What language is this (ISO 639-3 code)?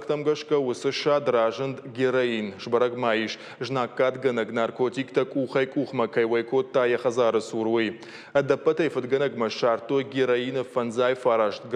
oss